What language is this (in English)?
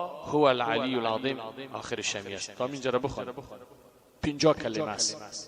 Persian